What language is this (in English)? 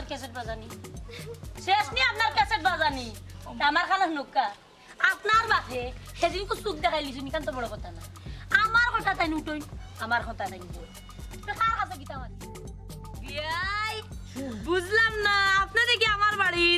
Sylheti